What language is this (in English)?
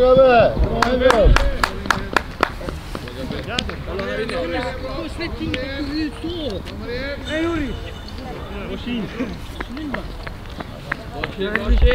Swedish